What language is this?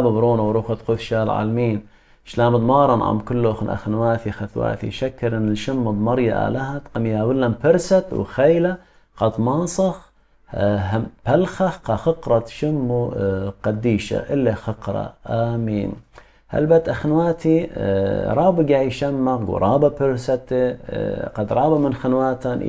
Assyrian Neo-Aramaic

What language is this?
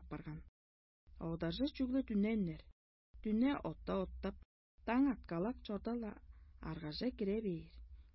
Tuvinian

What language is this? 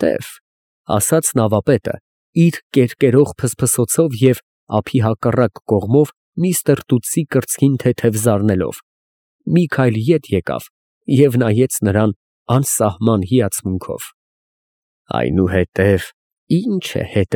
Armenian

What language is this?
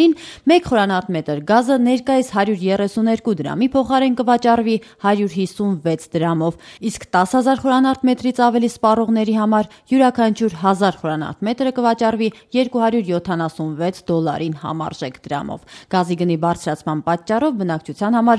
Armenian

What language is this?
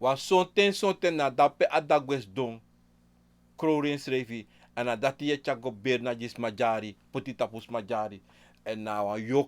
Sranan Tongo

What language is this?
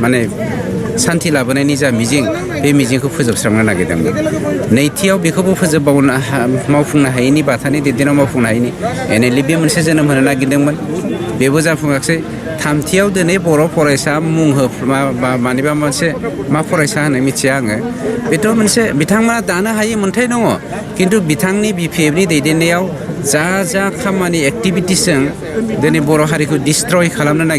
Bodo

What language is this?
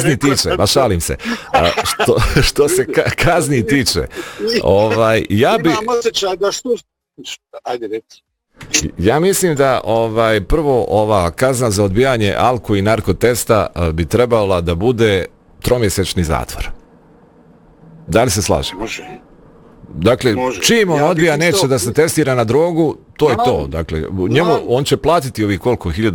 Bosnian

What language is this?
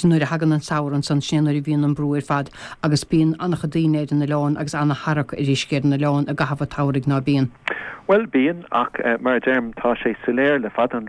Irish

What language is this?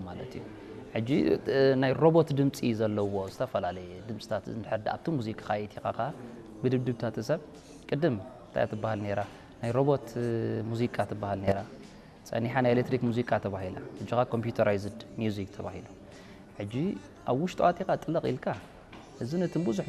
Tigrinya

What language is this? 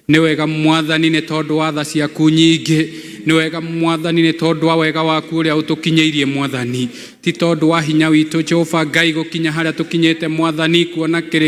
Kikuyu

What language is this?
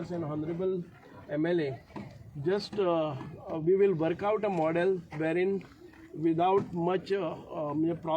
Konkani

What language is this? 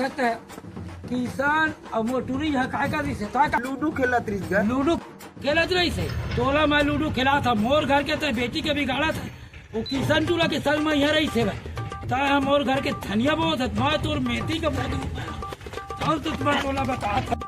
Chhattisgarhi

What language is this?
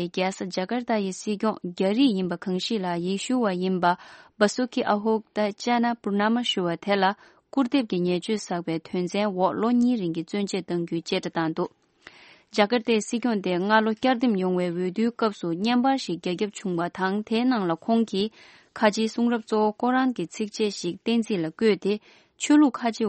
Tibetan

